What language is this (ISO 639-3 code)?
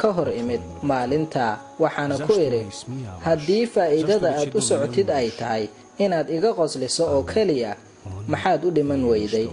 som